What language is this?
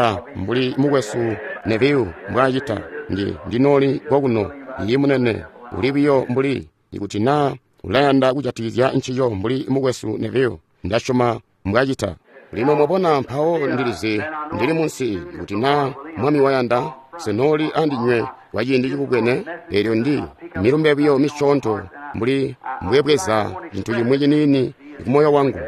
Tonga (Zambia)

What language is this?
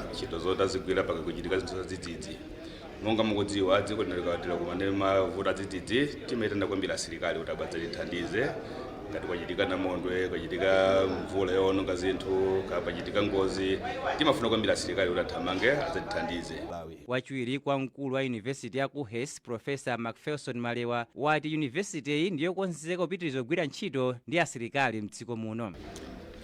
Nyanja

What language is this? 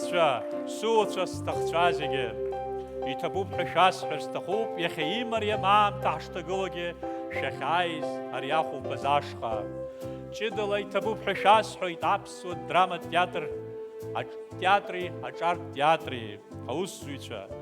Abkhazian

